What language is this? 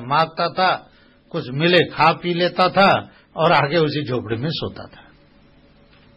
Hindi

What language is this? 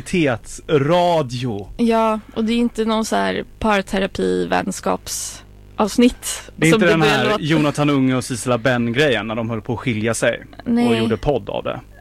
Swedish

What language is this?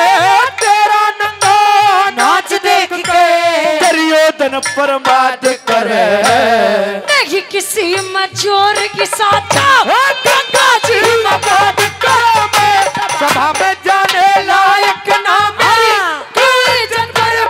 Hindi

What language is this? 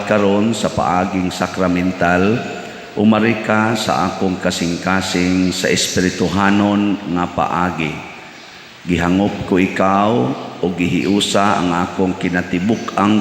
Cebuano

